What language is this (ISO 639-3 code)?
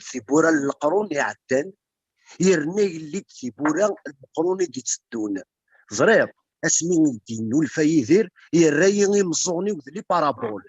kab